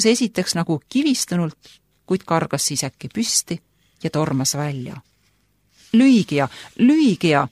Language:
Estonian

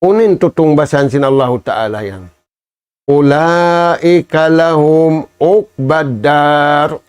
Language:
Tausug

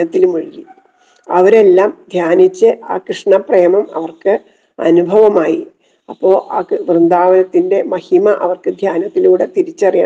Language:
Malayalam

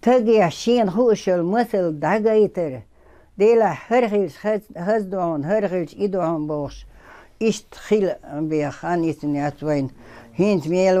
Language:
Chechen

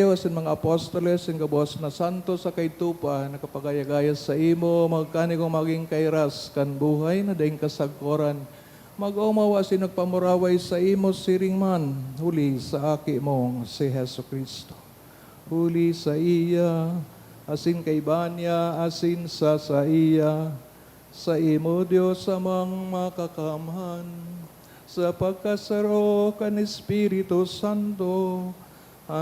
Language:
Bikol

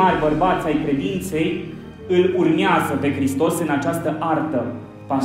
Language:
Romanian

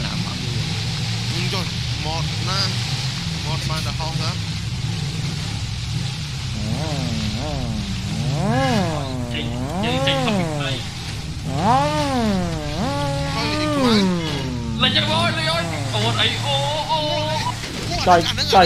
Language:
Vietnamese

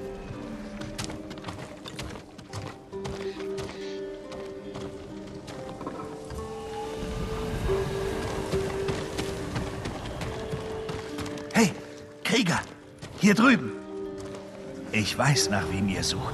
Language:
German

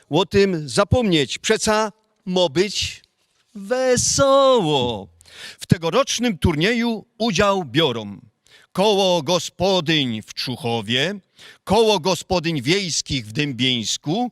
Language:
Silesian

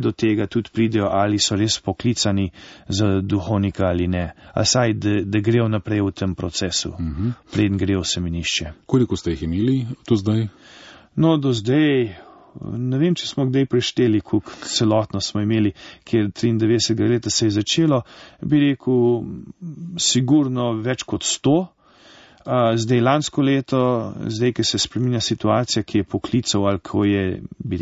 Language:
Slovenian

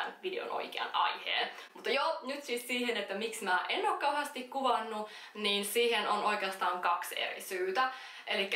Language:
Finnish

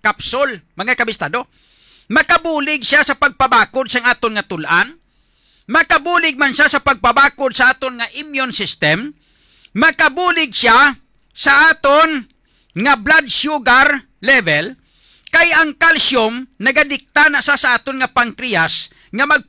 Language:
Hiligaynon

